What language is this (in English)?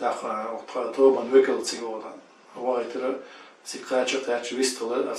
Chechen